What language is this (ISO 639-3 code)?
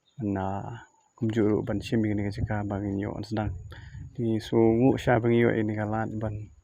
kha